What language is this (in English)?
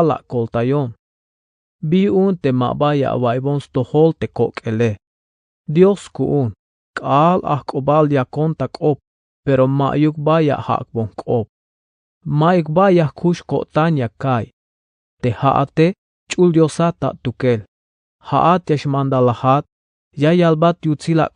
Tzeltal